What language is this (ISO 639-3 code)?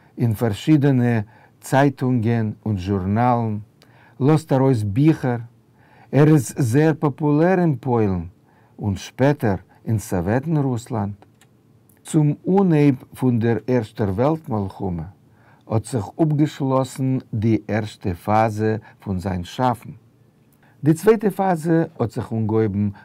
yid